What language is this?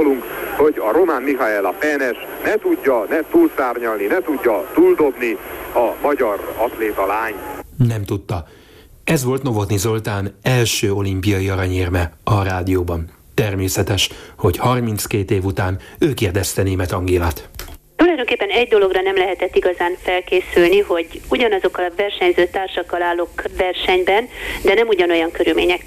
Hungarian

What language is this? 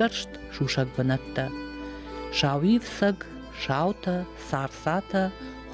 Ossetic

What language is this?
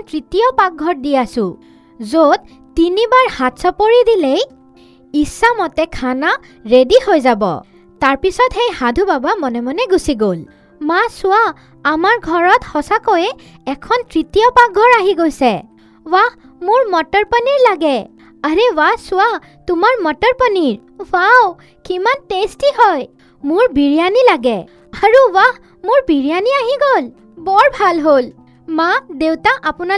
Assamese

